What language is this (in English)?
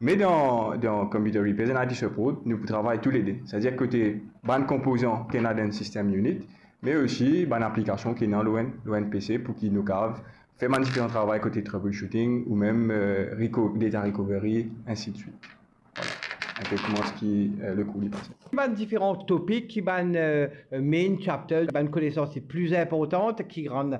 Morisyen